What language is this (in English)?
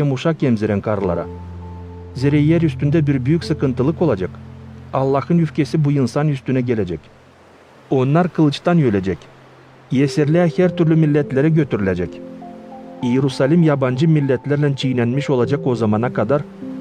Gagauz